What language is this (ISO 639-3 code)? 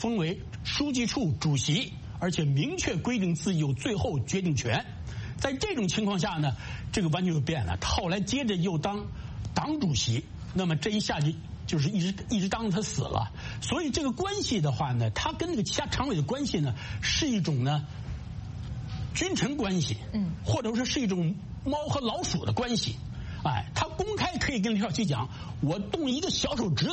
zho